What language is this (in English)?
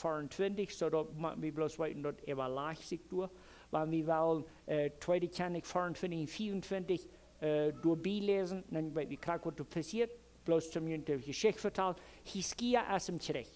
Plautdietsch